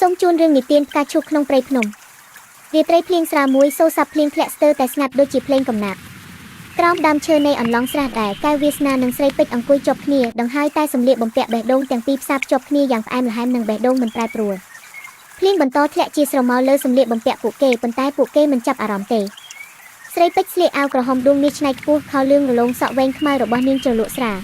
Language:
Khmer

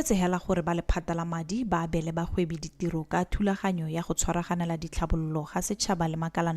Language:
Tswana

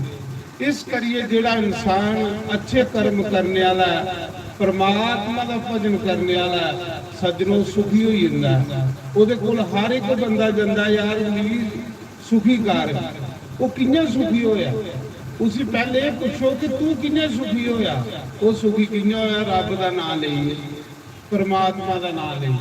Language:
Dogri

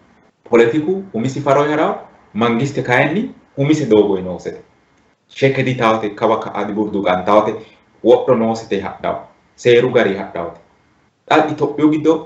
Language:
Sidamo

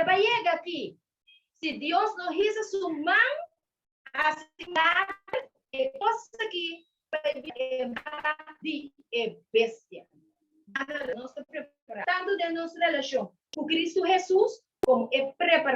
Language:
Papiamento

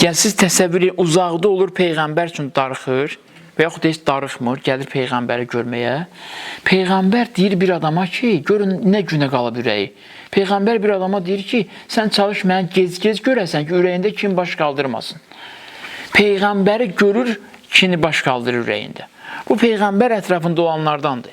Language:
Azerbaijani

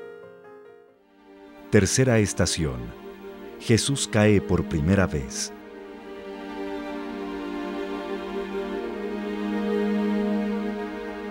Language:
Spanish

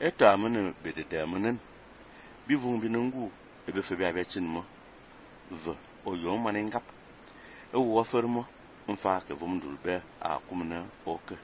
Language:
Fang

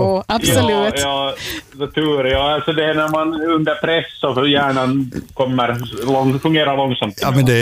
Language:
Swedish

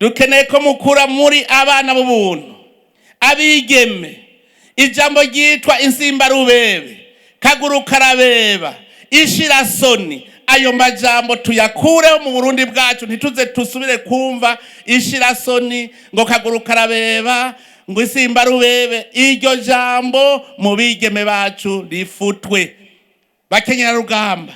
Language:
Rundi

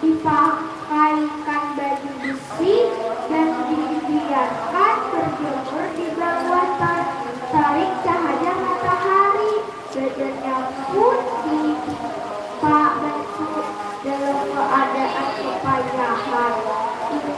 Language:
Banjar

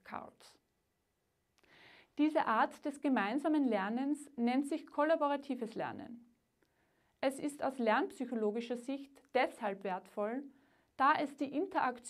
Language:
German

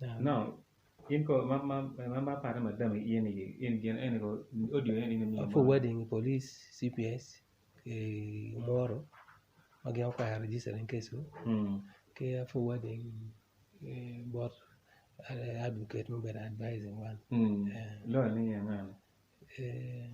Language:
Acoli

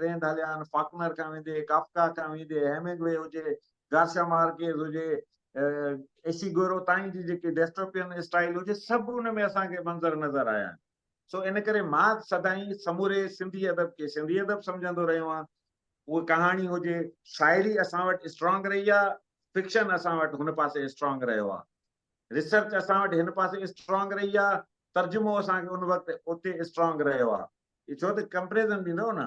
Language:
Sindhi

